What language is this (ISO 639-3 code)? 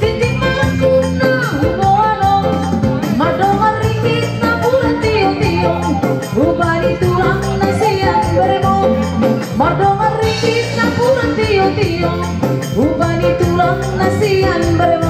bbc